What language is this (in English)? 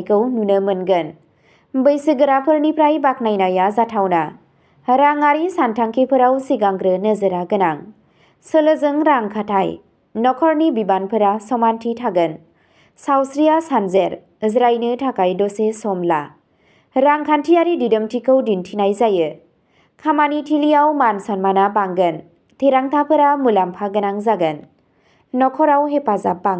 Bodo